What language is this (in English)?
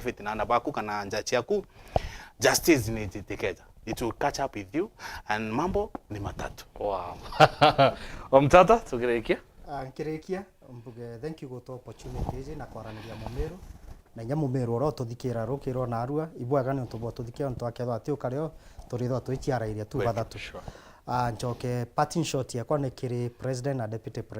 Meru